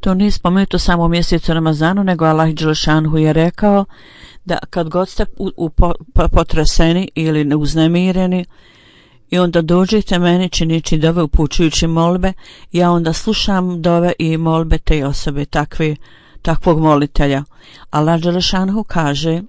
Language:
Bosnian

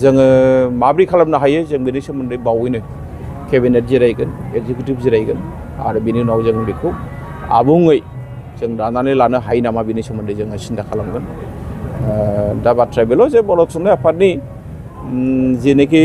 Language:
Bodo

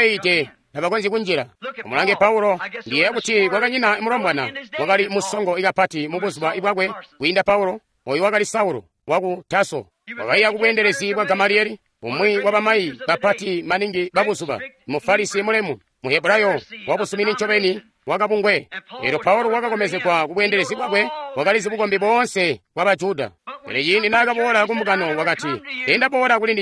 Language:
Tonga (Zambia)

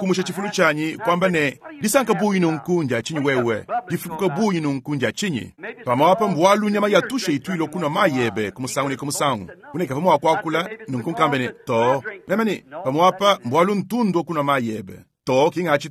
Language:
Luba-Lulua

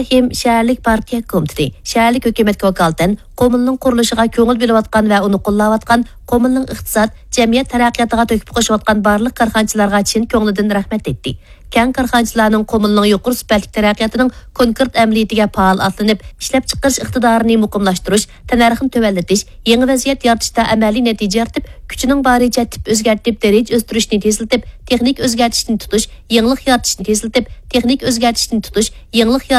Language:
Uyghur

